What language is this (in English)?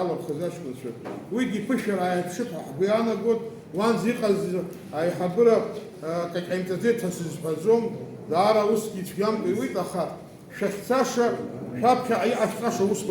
Abkhazian